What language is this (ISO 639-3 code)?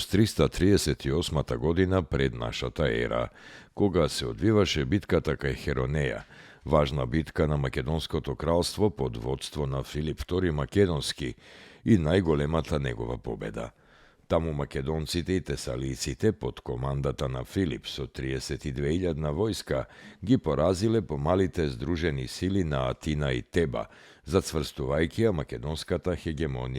mkd